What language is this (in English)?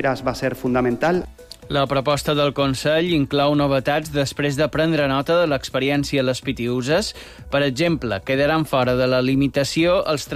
Catalan